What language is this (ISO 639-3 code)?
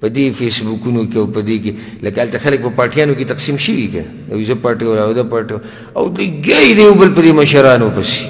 pus